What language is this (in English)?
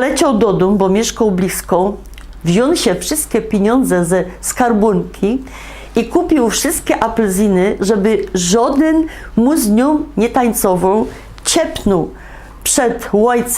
Silesian